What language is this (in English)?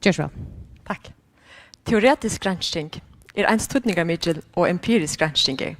Faroese